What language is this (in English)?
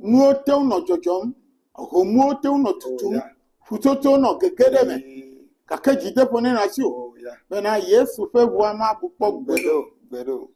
Ewe